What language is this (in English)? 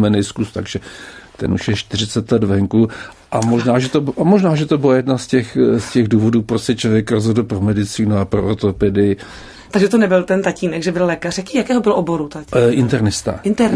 Czech